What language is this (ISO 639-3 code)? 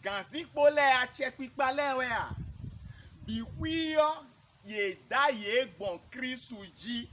fon